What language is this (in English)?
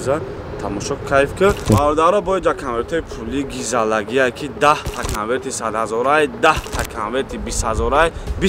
Tajik